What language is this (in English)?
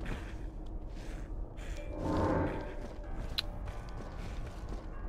Hungarian